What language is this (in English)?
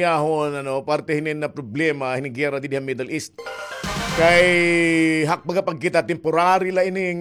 Waray